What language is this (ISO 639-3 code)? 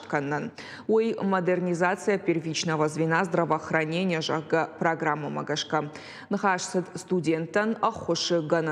oss